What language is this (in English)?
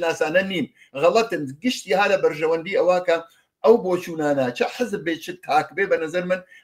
Central Kurdish